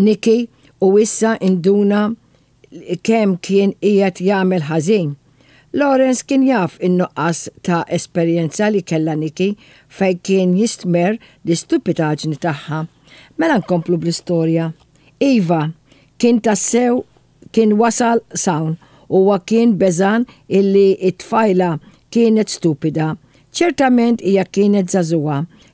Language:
Maltese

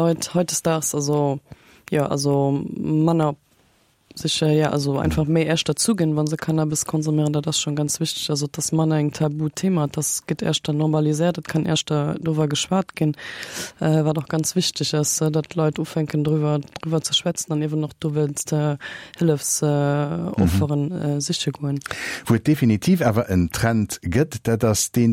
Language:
Luxembourgish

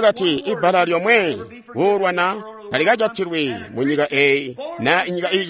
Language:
Tonga (Zambia)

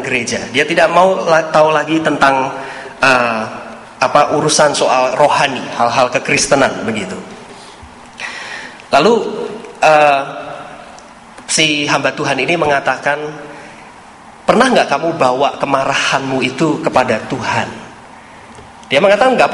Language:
Indonesian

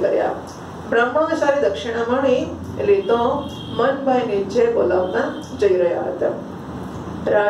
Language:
Gujarati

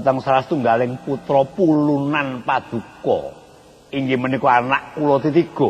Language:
Javanese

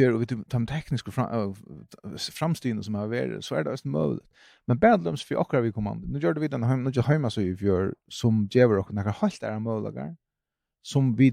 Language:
Faroese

